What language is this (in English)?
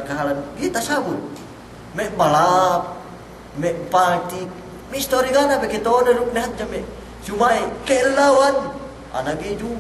Yakan